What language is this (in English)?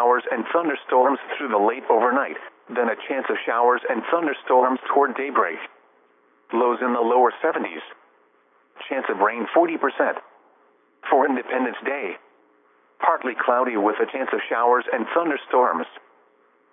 English